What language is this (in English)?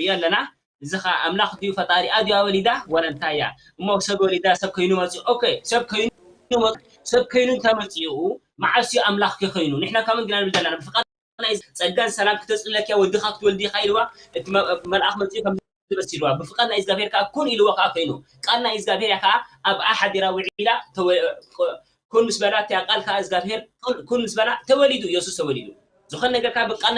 Tigrinya